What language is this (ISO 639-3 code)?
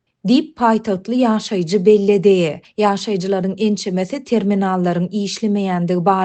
tuk